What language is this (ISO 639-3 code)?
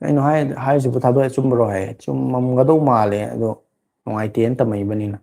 mni